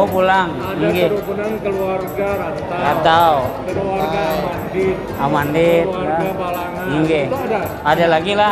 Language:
Banjar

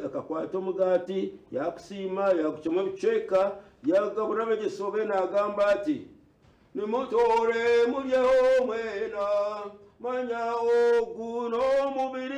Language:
Nyankole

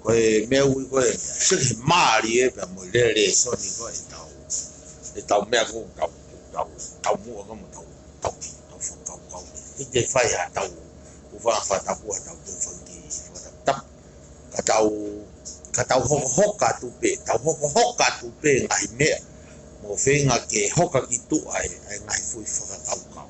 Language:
Tongan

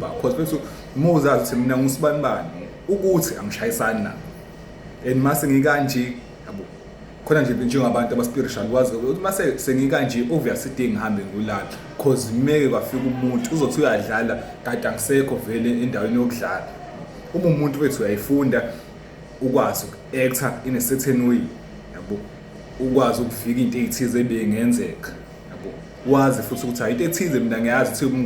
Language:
Zulu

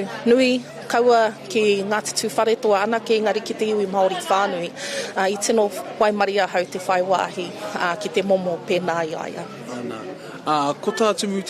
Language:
Māori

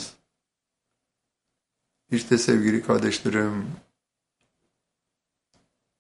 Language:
Turkish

